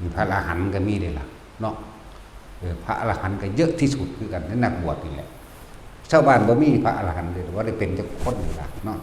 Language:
Northeastern Thai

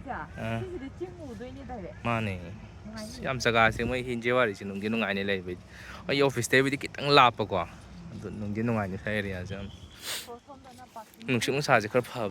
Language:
Manipuri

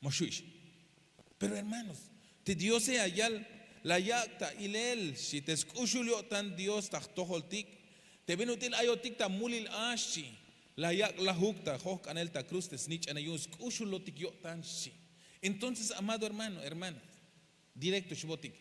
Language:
Tzeltal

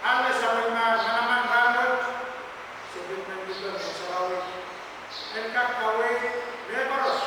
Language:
Pohnpeian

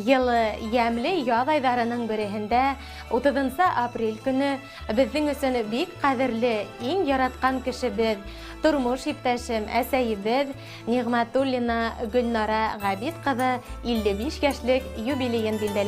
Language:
Bashkir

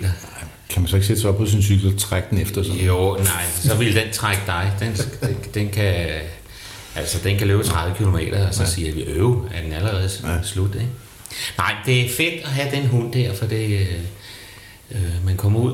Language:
Danish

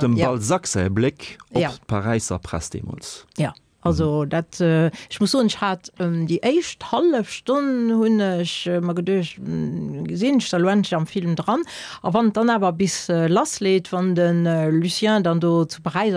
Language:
Luxembourgish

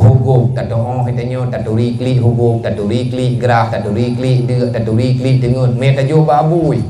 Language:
Achinese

